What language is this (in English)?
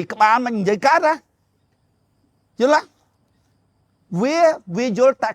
Khmer